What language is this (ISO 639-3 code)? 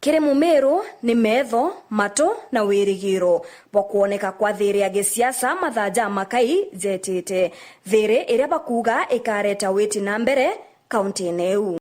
mer